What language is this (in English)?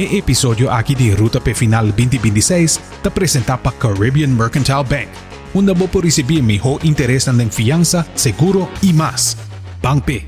Papiamento